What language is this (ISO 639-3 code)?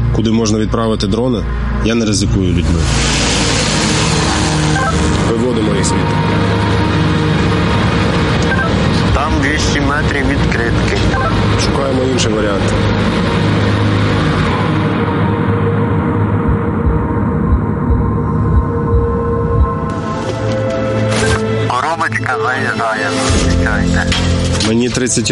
ukr